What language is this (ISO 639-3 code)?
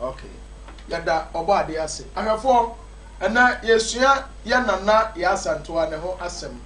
aka